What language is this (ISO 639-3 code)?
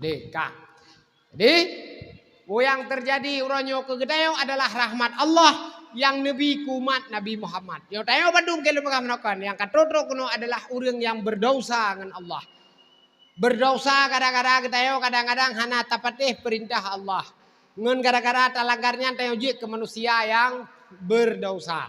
ace